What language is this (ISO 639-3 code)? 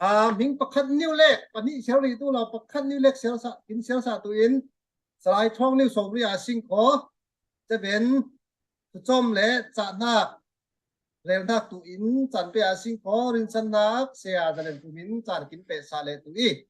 cfm